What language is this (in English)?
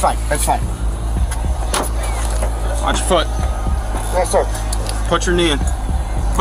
English